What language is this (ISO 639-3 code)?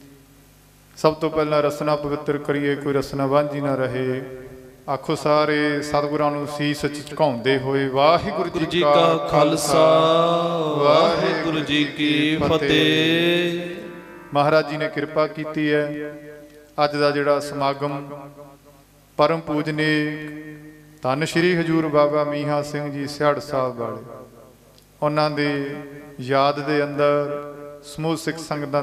pan